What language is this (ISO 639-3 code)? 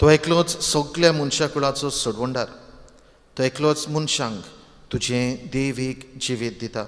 kok